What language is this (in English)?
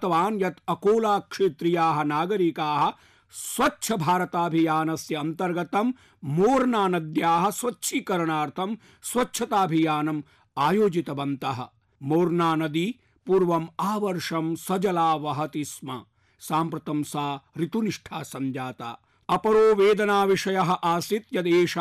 Sanskrit